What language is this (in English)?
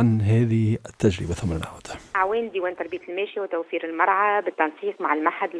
Tunisian Arabic